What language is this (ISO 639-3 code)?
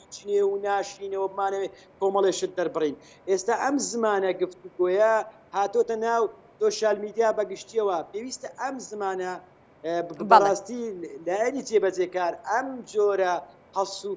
ckb